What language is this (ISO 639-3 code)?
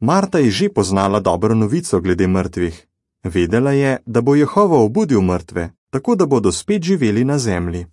slv